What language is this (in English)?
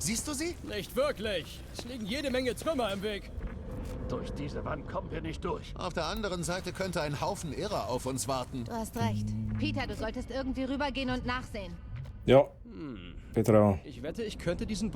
Swiss German